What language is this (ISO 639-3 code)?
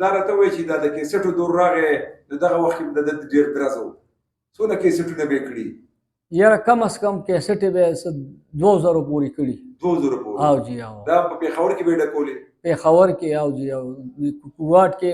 pus